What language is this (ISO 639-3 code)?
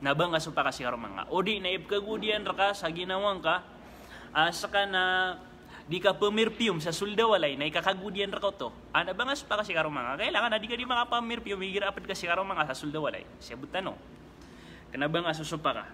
mrw